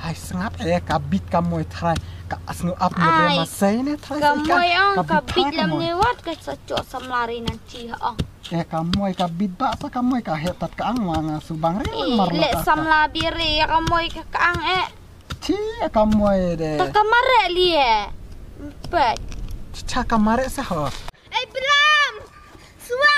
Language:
Khasi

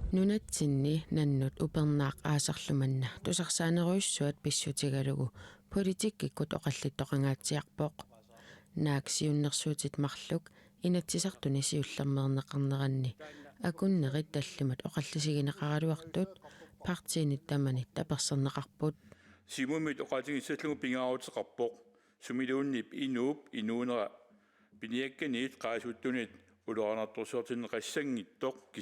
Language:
Kalaallisut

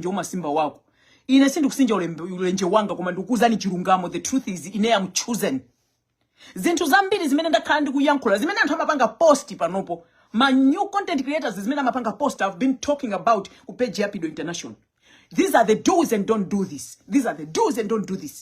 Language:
Nyanja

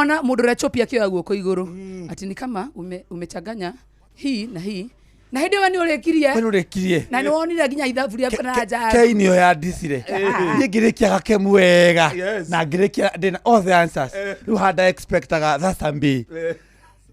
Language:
Kikuyu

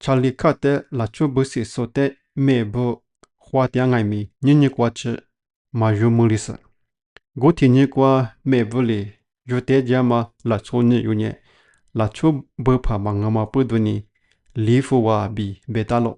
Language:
Lisu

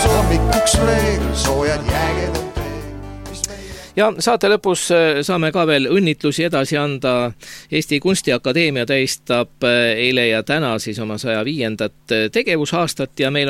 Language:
Estonian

